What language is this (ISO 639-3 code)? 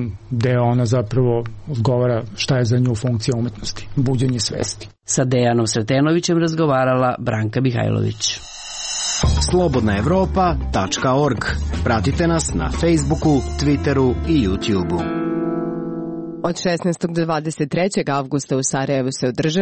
srp